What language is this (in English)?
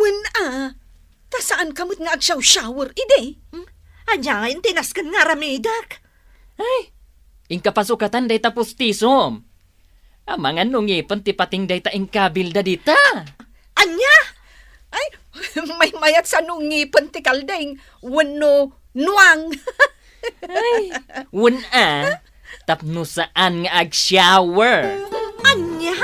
Iloko